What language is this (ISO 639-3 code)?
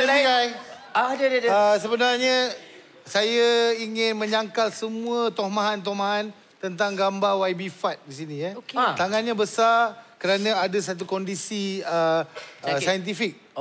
msa